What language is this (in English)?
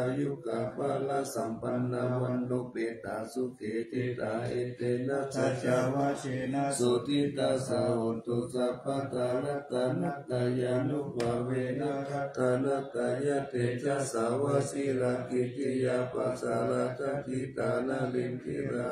Pali